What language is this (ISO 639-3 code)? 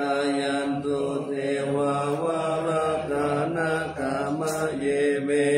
pli